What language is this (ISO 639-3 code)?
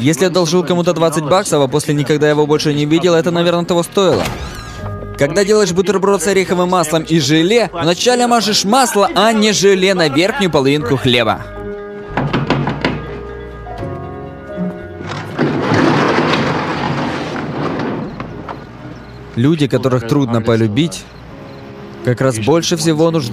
rus